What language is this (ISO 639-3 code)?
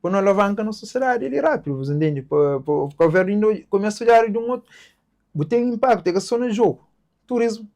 kea